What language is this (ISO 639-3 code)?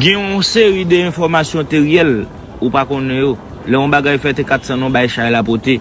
hat